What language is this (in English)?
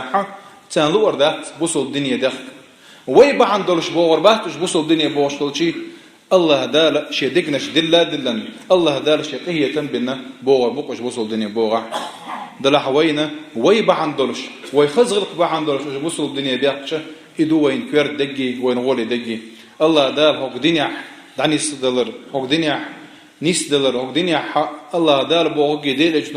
Chechen